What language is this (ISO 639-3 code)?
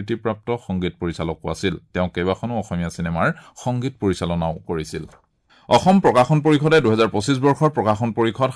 asm